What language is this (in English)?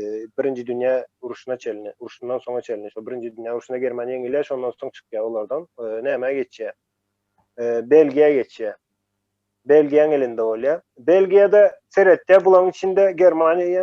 Turkmen